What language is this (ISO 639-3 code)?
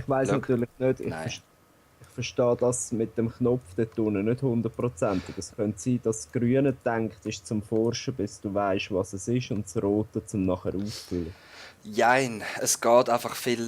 gsw